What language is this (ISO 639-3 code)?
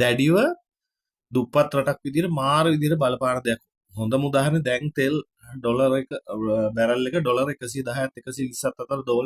sin